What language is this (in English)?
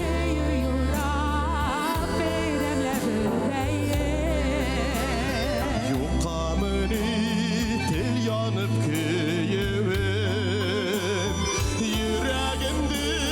Bashkir